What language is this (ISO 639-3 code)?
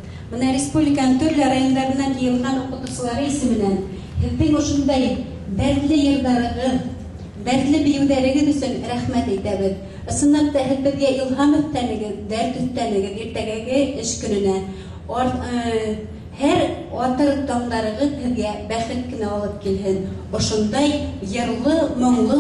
bak